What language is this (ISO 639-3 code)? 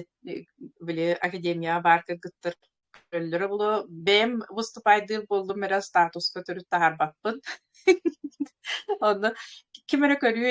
sah